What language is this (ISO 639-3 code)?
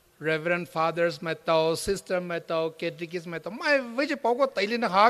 pmx